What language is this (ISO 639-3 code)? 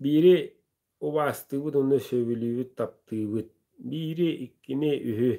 sah